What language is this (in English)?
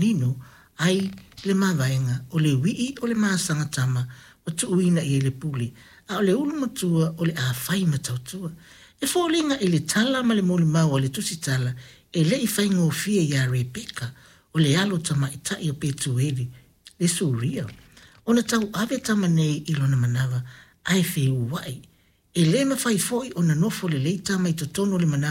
Samoan